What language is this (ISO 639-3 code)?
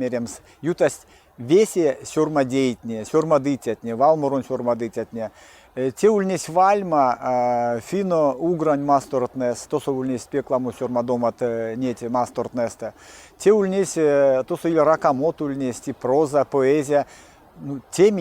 myv